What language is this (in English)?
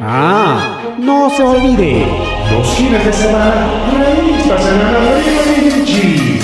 Ayacucho Quechua